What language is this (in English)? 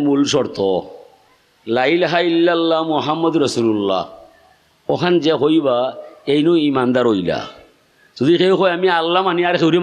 Sylheti